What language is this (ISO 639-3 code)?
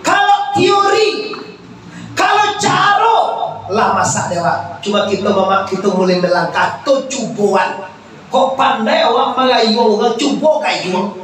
min